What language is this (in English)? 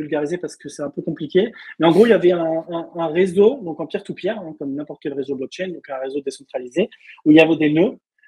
French